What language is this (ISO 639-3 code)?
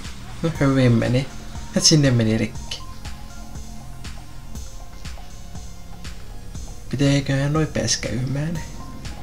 fin